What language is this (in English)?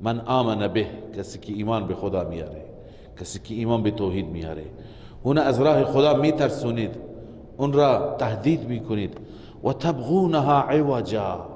Persian